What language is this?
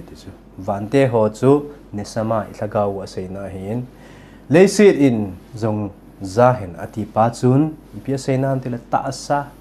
Thado Chin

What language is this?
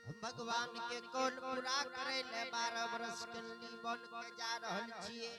Angika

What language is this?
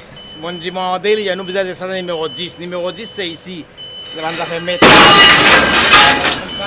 Morisyen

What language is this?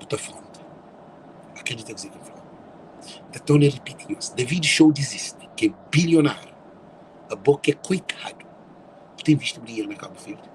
Kabuverdianu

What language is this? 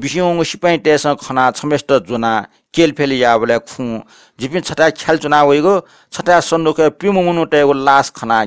Newari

